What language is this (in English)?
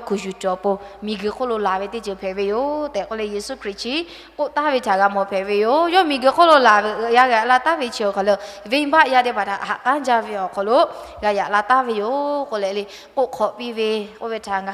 Lahu